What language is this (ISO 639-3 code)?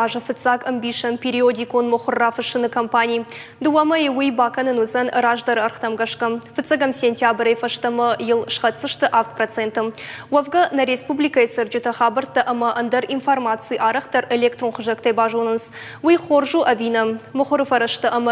oss